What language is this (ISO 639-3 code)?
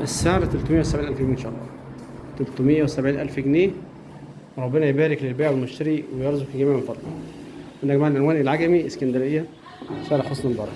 arz